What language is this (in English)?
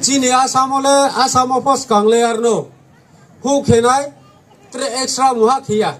Riang (India)